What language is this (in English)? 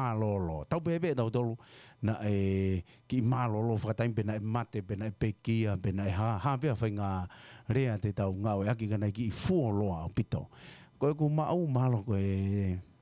Tongan